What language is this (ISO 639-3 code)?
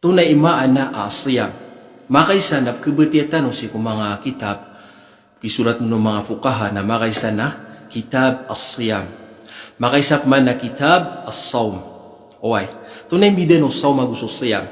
mrw